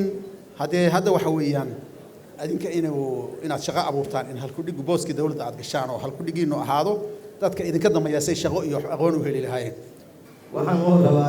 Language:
Somali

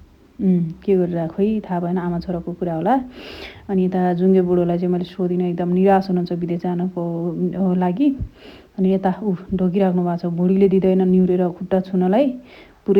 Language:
Nepali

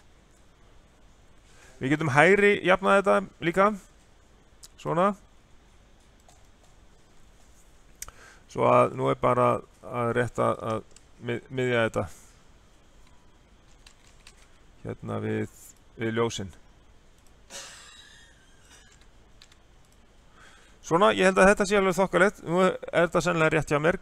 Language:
Icelandic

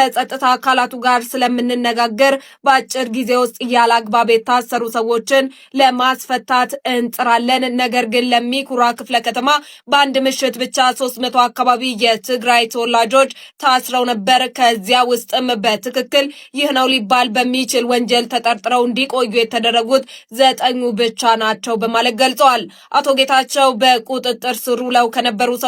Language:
Amharic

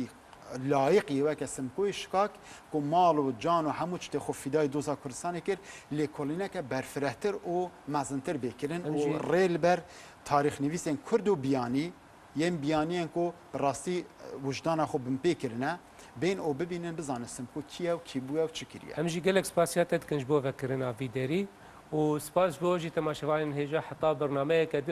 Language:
Kurdish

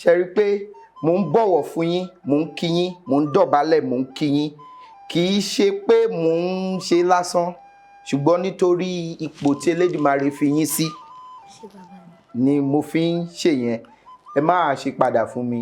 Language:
Yoruba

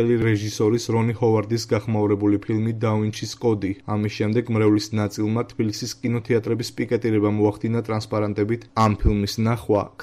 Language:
Georgian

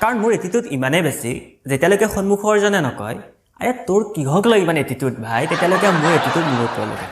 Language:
Assamese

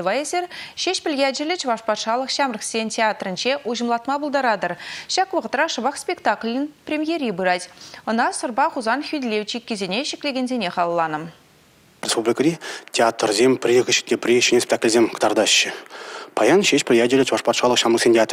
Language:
Chuvash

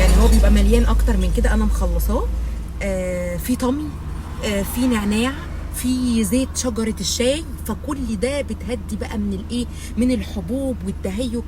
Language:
Egyptian Arabic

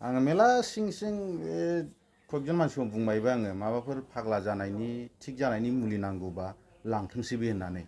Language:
Bodo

